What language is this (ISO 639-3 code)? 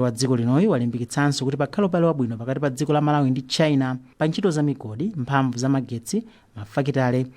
nya